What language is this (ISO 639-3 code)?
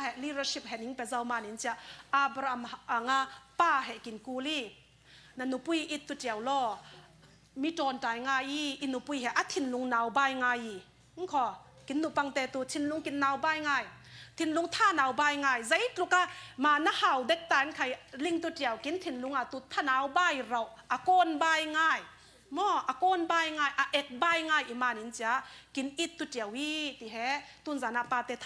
cfm